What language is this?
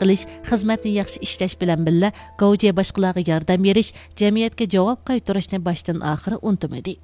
Uyghur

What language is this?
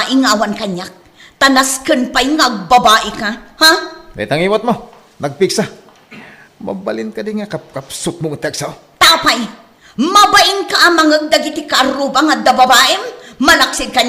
Iloko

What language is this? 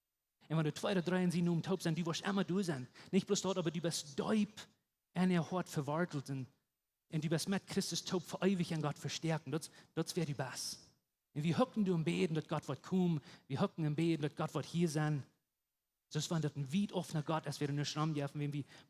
Plautdietsch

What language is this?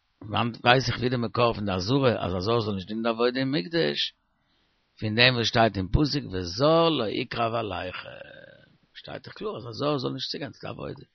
Yiddish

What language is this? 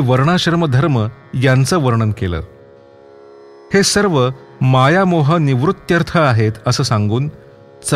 Marathi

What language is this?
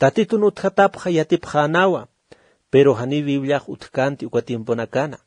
Aymara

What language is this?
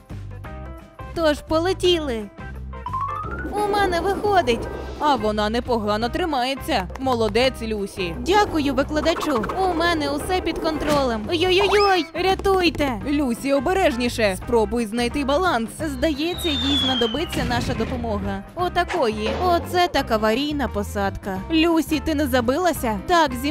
Ukrainian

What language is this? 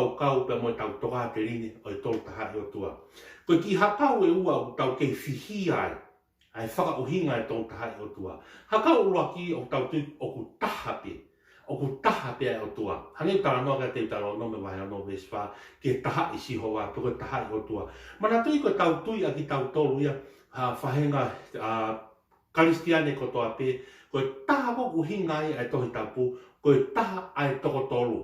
Tongan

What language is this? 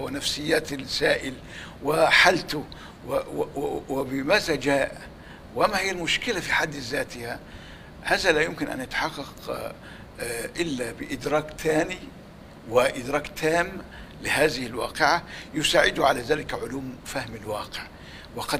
Egyptian Arabic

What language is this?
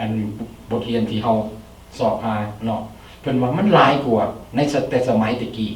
Lao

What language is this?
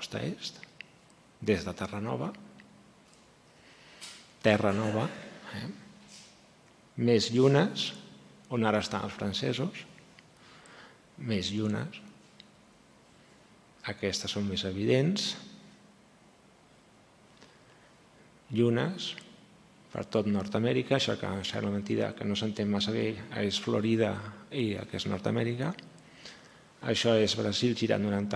Catalan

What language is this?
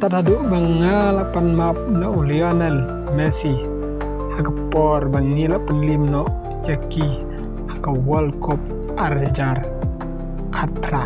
Khasi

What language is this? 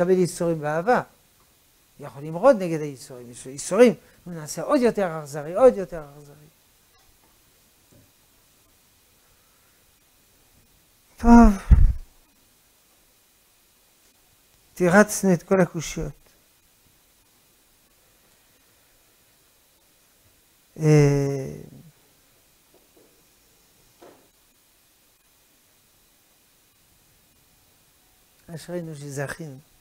Hebrew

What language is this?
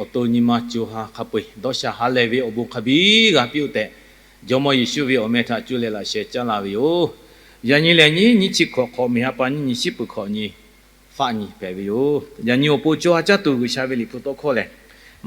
Lahu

